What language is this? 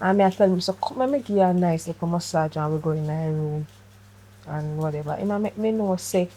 Jamaican Creole English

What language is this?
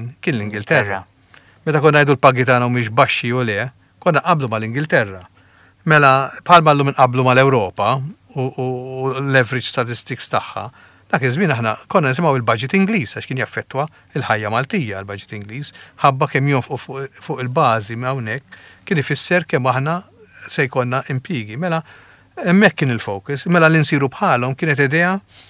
Maltese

